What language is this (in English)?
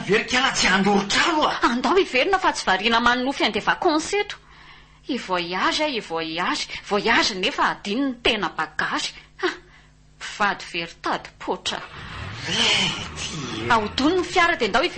Malagasy